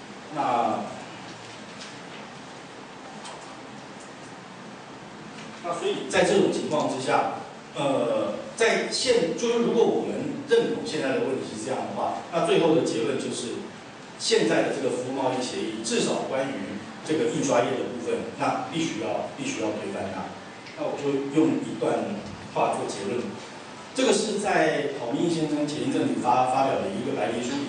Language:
Chinese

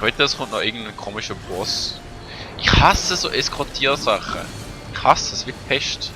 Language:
Swiss German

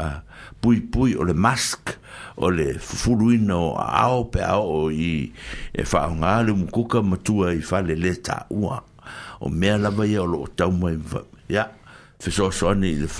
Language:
Samoan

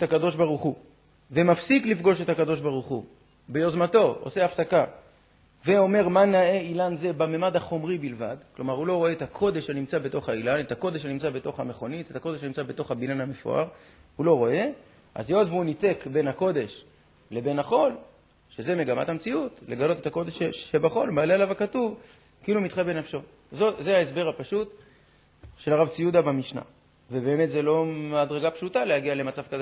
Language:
Hebrew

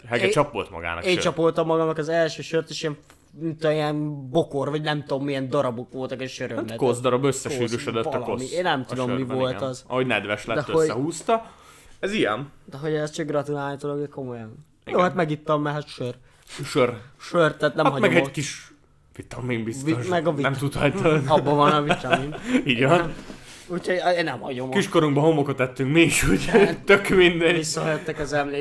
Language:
Hungarian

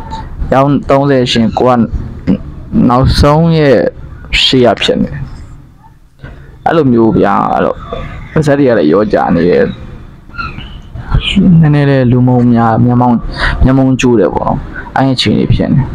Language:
Burmese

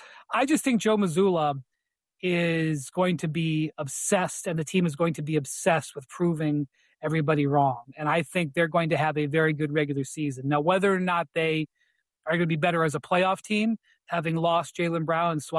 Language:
English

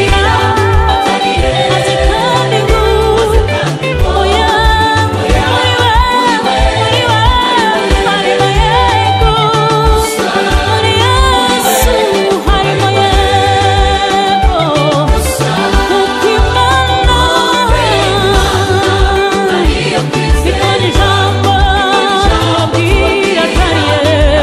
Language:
Kinyarwanda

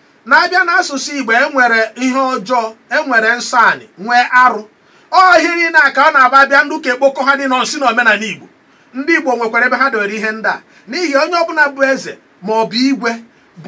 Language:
Igbo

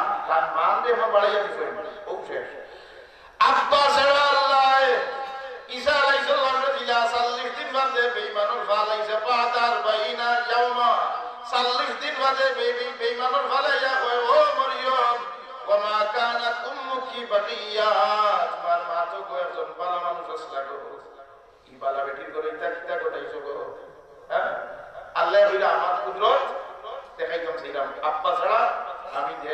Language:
Sylheti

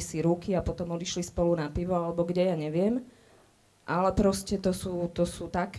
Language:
Slovak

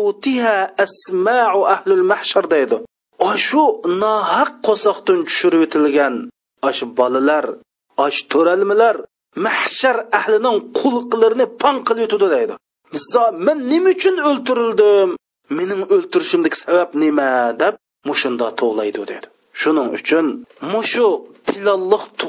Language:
Uyghur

